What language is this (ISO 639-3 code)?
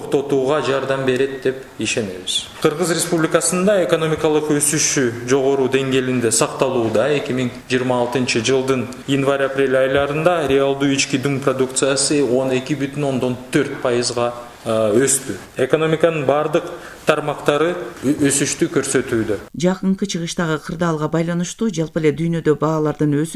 kir